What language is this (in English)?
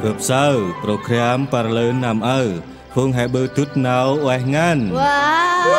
Central Mnong